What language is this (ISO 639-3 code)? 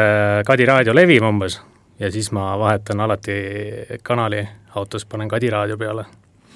est